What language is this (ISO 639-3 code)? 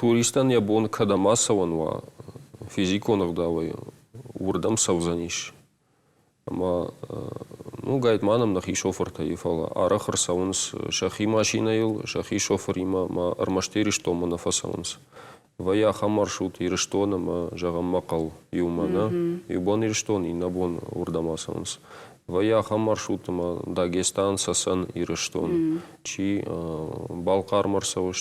oss